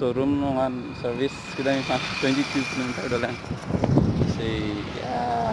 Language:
Karbi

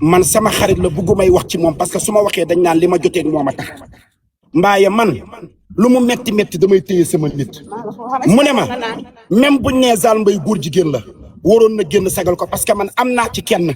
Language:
Wolof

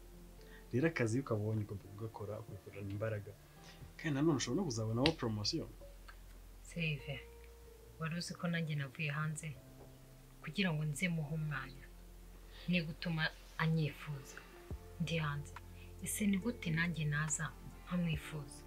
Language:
Kinyarwanda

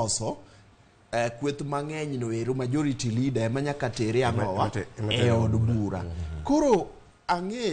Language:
Luo (Kenya and Tanzania)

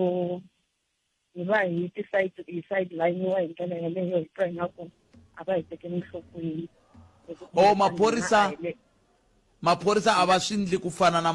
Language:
Tsonga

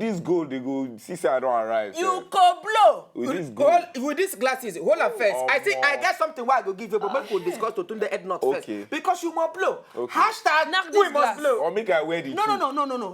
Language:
Nigerian Pidgin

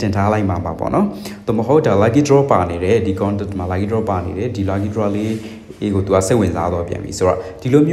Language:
Burmese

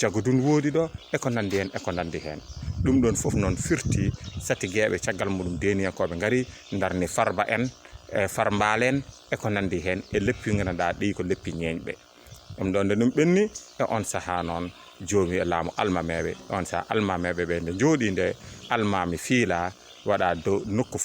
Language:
Fula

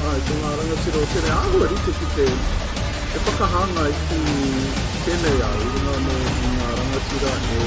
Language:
Māori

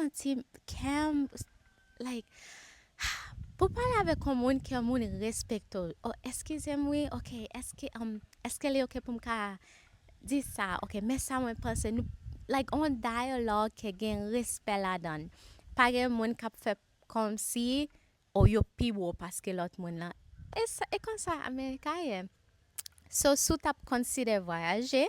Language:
Haitian Creole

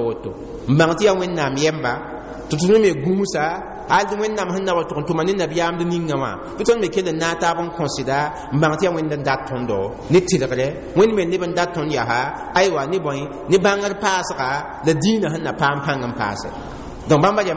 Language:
Mossi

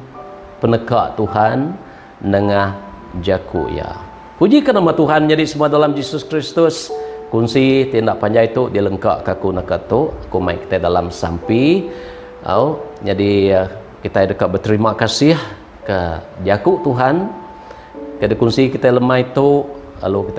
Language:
Iban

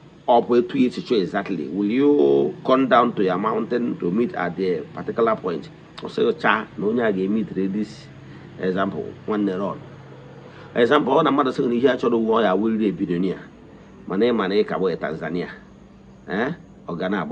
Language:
Igbo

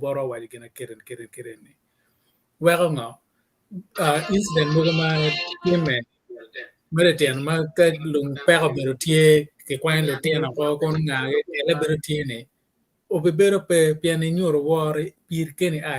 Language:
Acoli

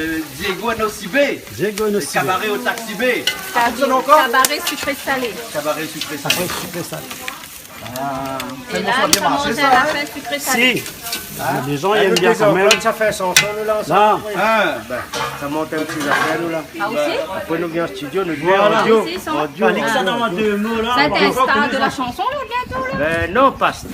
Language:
Réunion Creole French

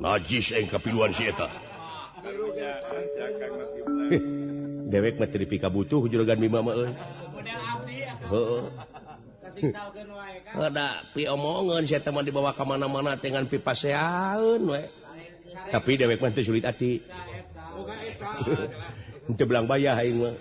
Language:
Sundanese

